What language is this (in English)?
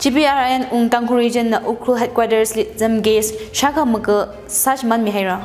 Tangkhul Naga (India)